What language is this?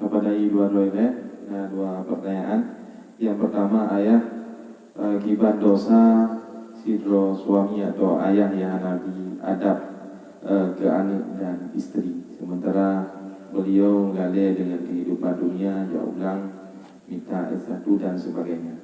Achinese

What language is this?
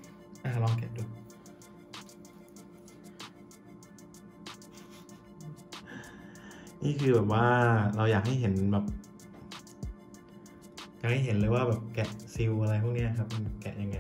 Thai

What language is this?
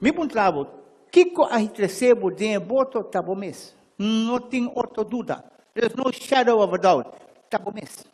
Papiamento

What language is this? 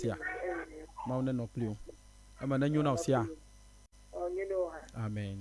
Ewe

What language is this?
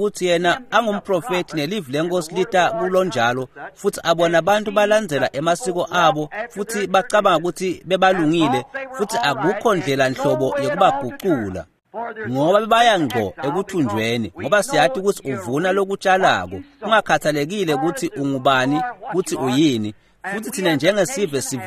Swati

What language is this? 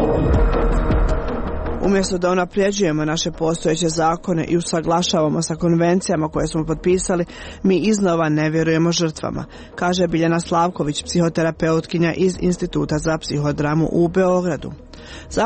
Serbian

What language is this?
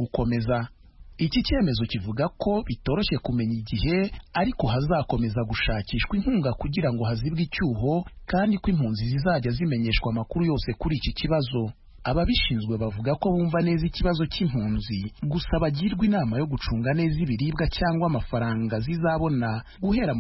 Kinyarwanda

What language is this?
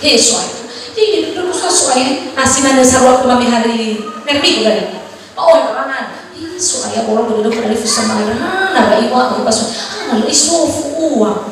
Nias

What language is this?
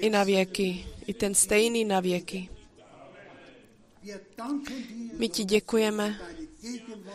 Czech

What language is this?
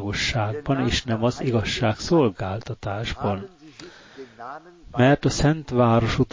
Hungarian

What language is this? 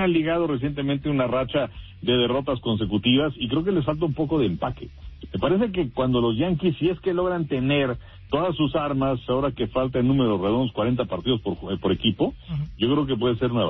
Spanish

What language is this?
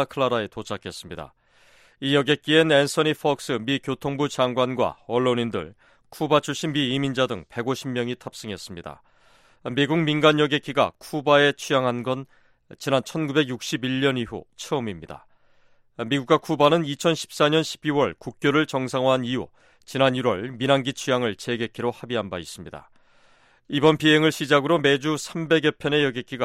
Korean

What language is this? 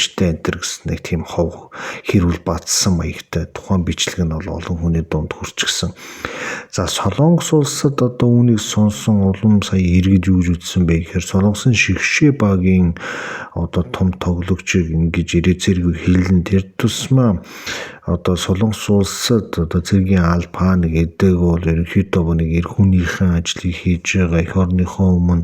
Mongolian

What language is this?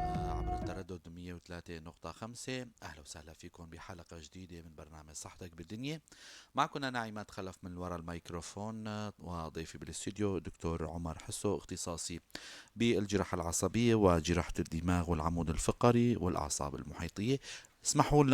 North Levantine Arabic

